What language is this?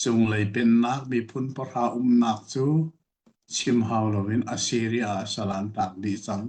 Hakha Chin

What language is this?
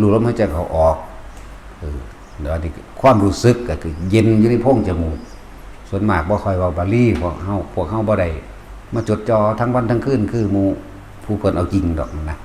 Northeastern Thai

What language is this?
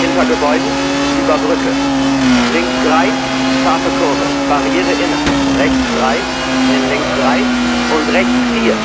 Bavarian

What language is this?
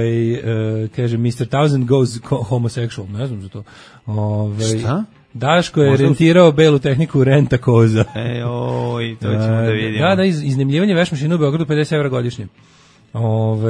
Serbian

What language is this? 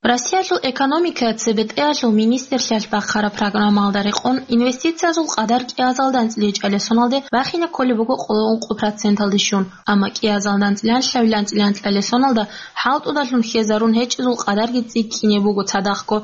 Avaric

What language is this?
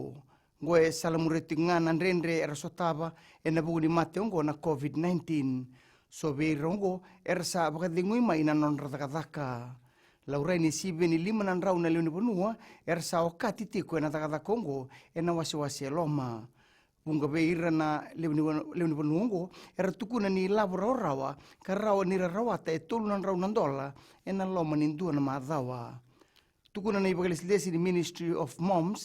Fijian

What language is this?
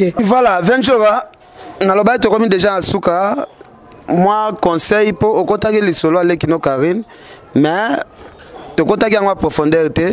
Lingala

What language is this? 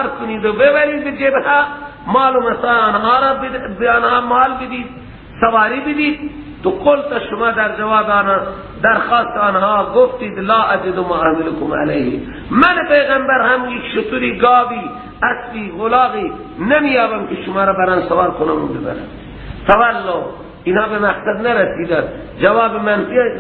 Persian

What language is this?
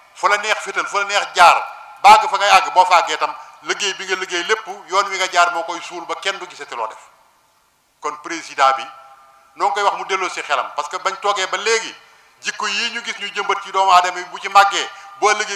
Wolof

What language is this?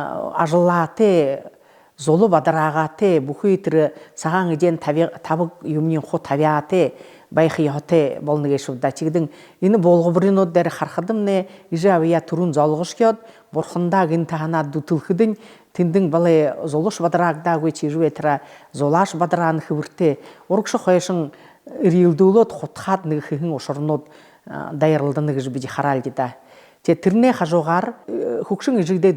Buriat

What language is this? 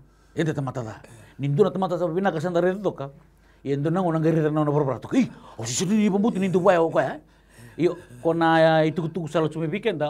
Fijian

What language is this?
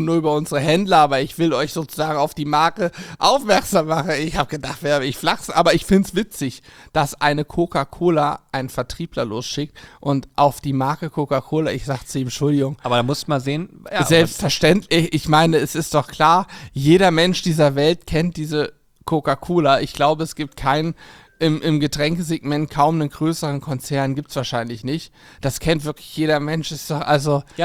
German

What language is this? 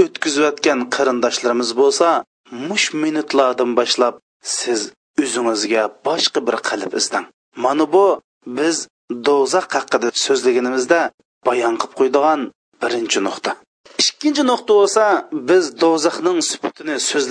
Uyghur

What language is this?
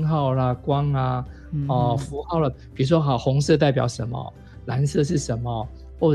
Chinese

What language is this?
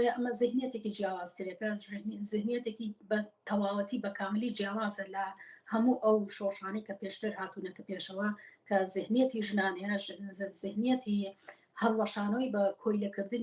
Central Kurdish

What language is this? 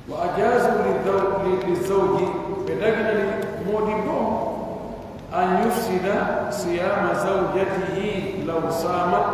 Pular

